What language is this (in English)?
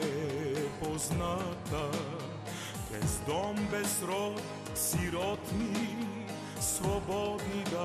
Bulgarian